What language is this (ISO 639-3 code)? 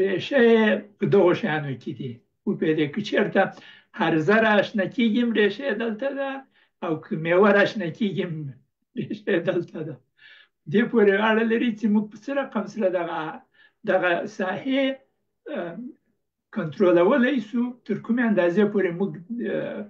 pus